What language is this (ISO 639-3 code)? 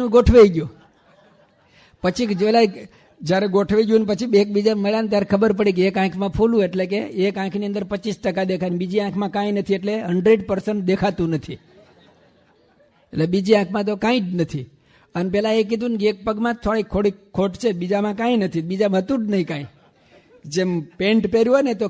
guj